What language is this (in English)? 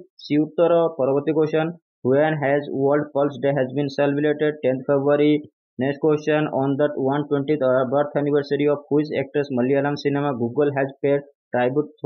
Odia